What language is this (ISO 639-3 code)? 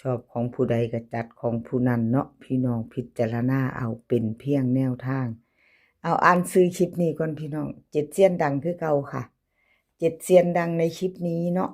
tts